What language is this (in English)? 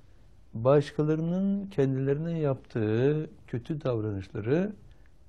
Turkish